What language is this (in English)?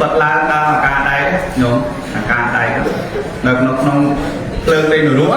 Khmer